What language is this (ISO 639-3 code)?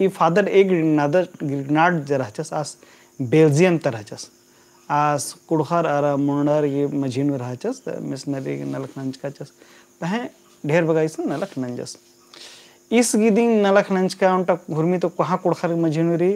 kru